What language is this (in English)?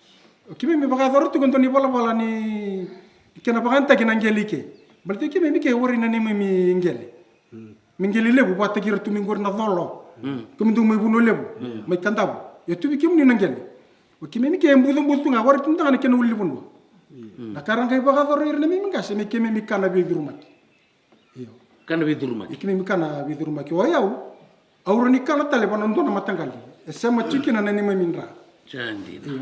Fijian